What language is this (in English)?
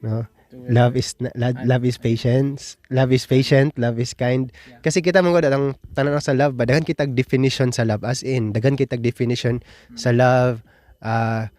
Cebuano